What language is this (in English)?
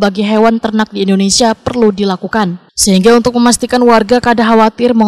Banjar